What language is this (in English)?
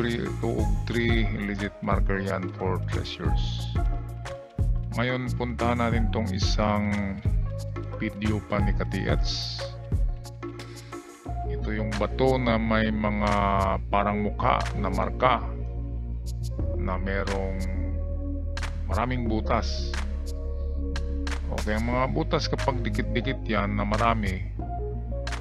Filipino